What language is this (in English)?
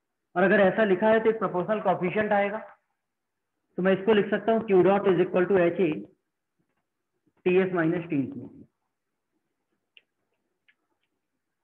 Hindi